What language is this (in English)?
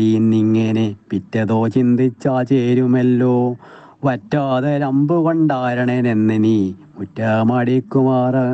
Malayalam